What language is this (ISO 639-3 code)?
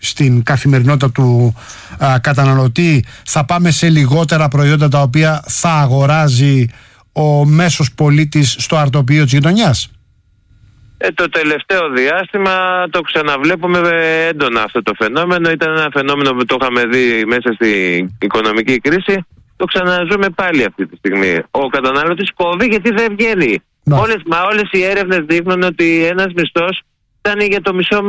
ell